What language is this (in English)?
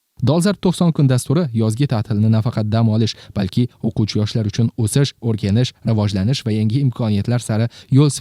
Uzbek